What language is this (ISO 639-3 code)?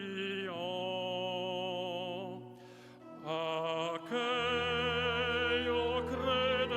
ltz